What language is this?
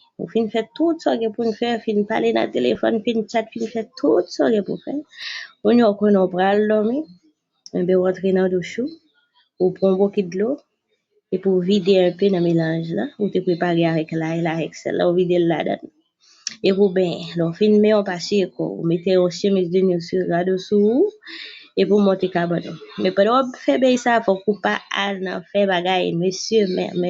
Haitian Creole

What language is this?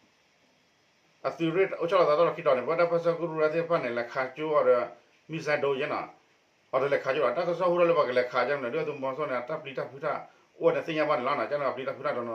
S'gaw Karen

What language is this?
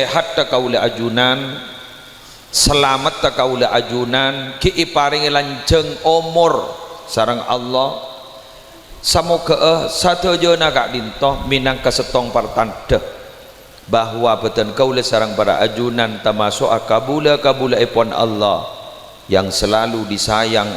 Madurese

